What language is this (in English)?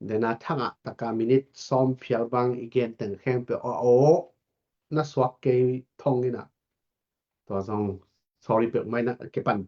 Tedim Chin